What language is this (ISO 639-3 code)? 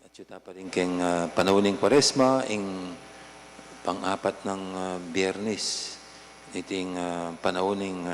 pam